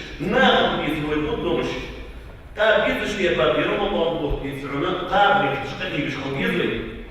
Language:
Ingush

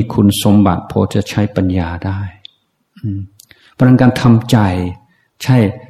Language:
Thai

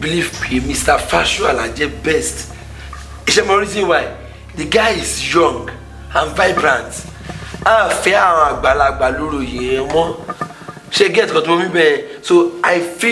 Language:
Yoruba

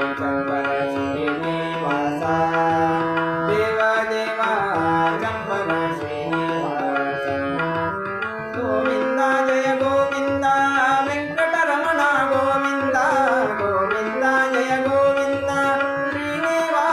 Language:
Kannada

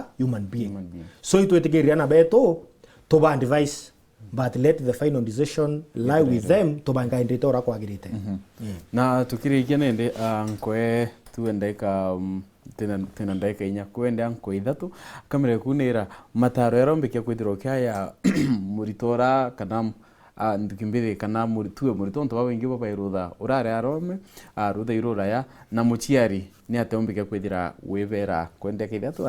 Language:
Meru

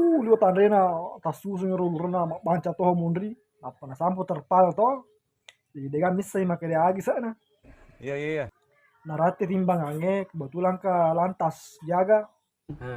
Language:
Buginese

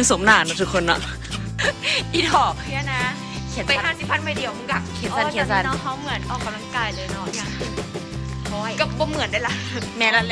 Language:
Lao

